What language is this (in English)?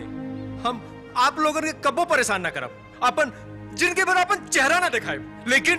Bhojpuri